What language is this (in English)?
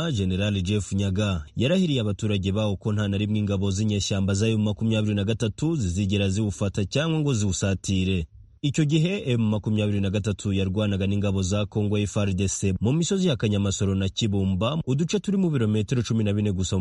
Kinyarwanda